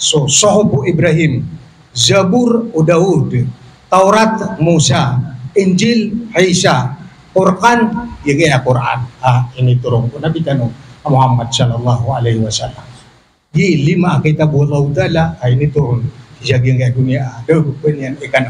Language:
Maranao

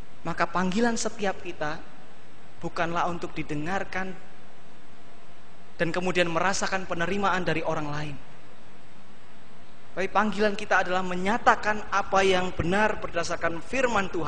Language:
Indonesian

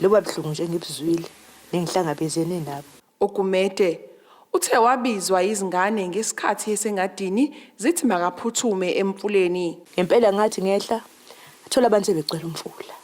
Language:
Zulu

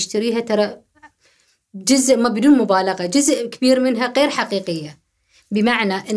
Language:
Gulf Arabic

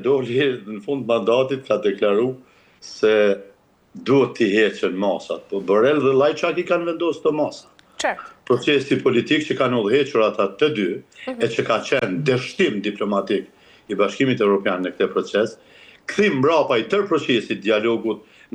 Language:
Albanian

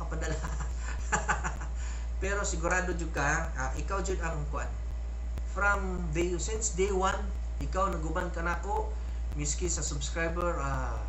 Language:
Cebuano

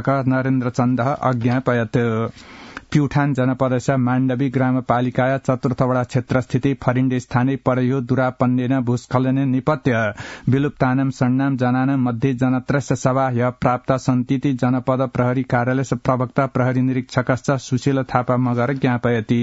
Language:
Sanskrit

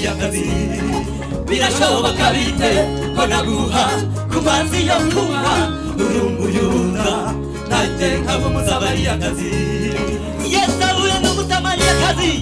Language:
Kinyarwanda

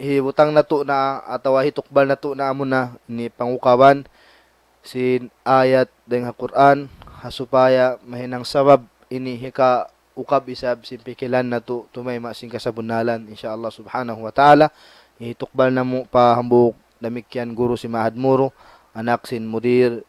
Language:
Tausug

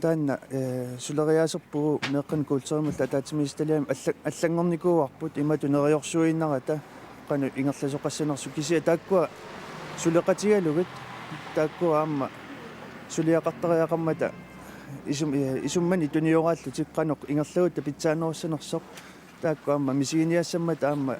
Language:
Kalaallisut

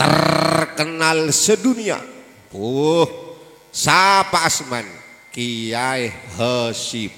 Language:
Madurese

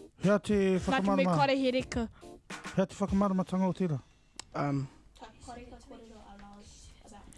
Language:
Māori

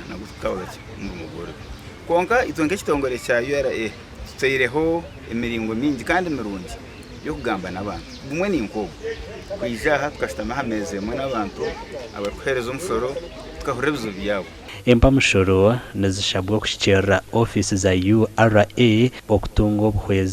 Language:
Nyankole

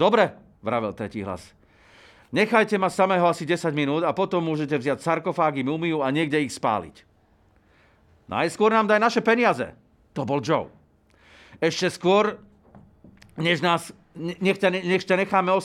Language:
Slovak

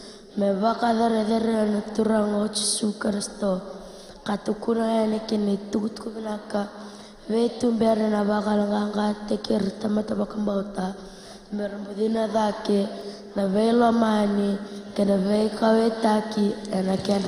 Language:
Fijian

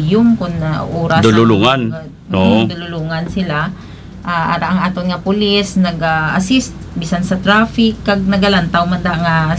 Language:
Hiligaynon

